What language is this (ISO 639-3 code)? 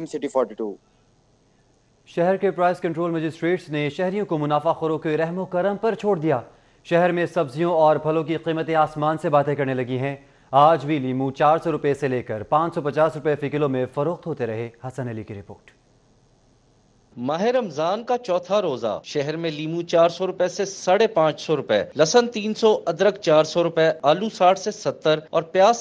urd